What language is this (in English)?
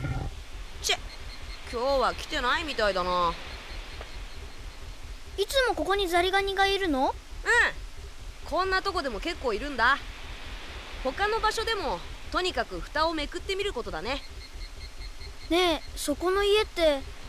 Japanese